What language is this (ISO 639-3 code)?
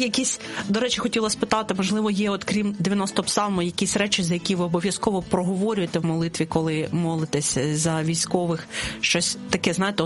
ukr